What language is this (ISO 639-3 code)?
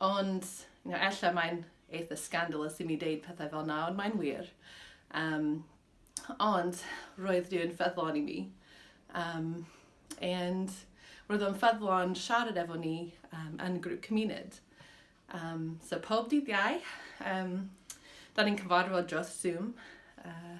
cym